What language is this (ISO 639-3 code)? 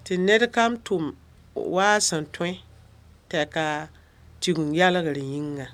mos